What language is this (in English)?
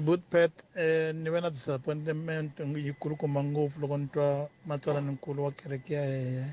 Tsonga